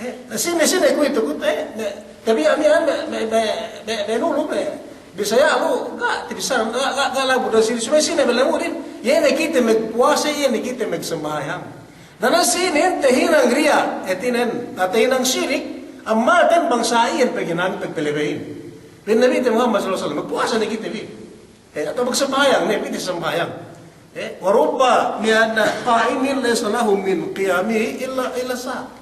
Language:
Yakan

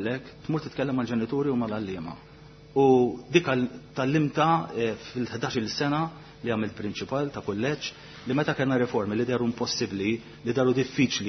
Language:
Maltese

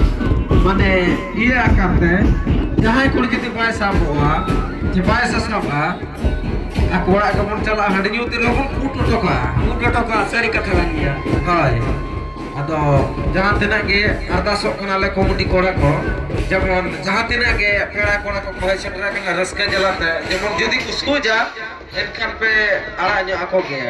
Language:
Santali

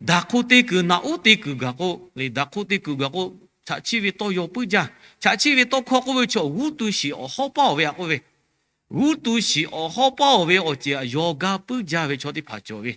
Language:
Lahu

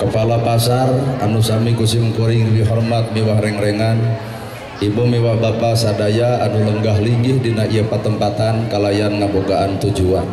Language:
Sundanese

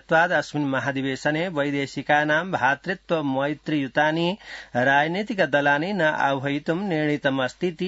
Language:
Sanskrit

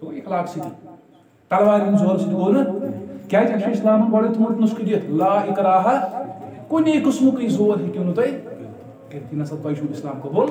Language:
Kashmiri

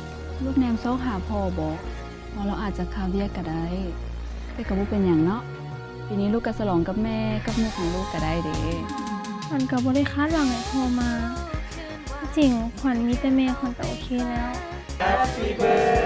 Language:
Lao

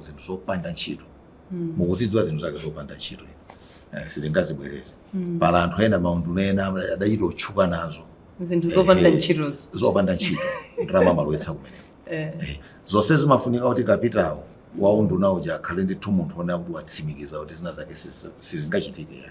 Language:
Nyanja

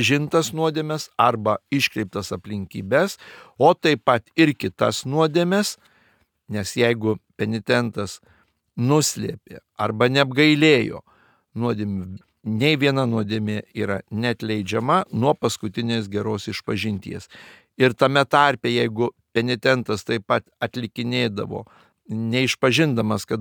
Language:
Lithuanian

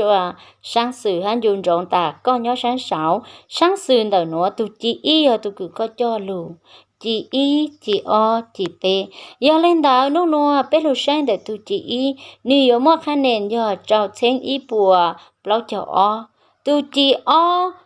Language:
Hmong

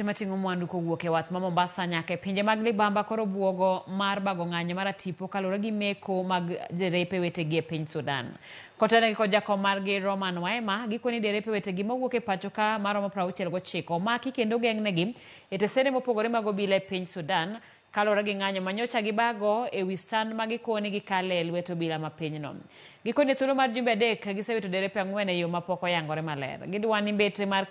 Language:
Luo (Kenya and Tanzania)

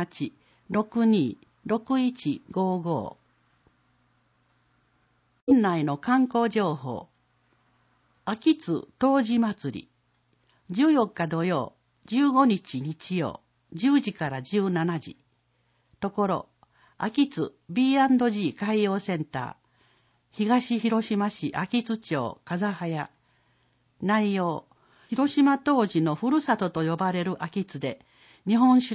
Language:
Japanese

